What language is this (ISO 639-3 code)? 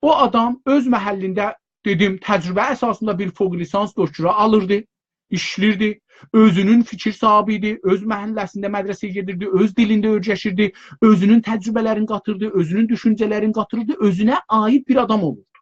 azb